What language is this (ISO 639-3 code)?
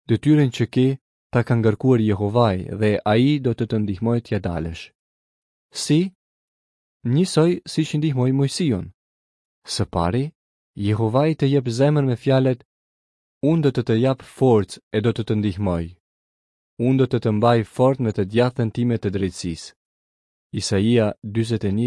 sqi